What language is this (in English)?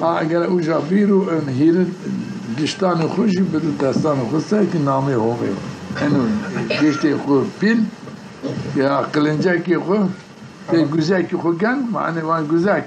Zaza